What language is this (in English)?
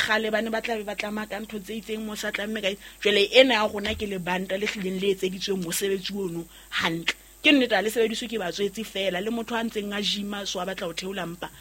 Southern Sotho